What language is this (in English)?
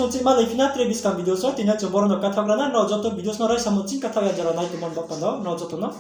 Riang (India)